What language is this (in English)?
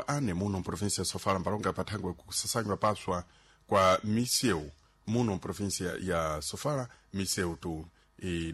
Sena